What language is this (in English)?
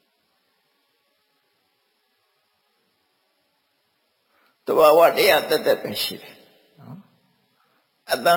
Burmese